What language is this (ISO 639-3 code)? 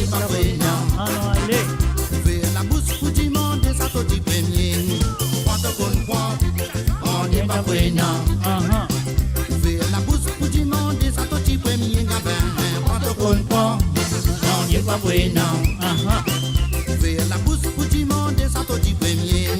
mfe